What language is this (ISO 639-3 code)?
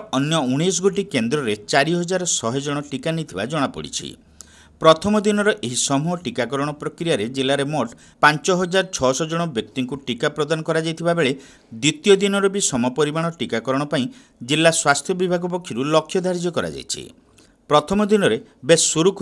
ori